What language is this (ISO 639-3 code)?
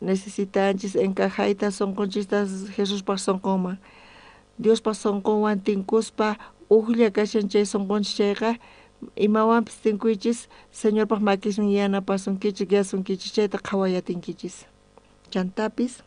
quh